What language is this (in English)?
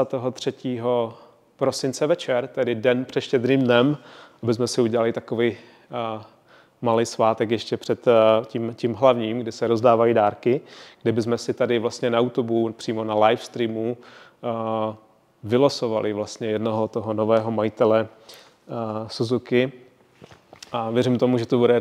Czech